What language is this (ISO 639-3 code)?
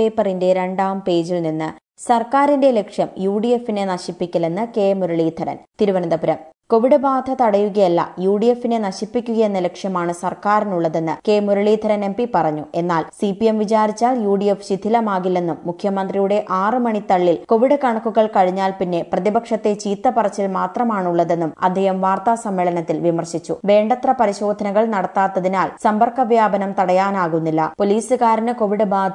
mal